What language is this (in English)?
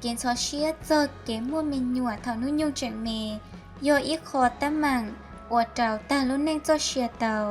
Hmong